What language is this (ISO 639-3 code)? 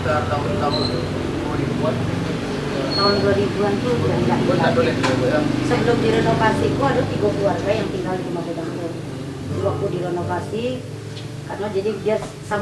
min